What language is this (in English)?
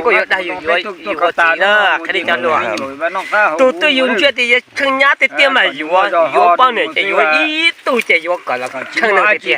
Hmong